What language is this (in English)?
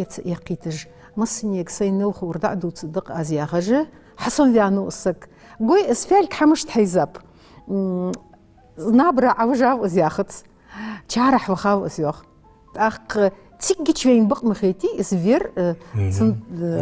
Ingush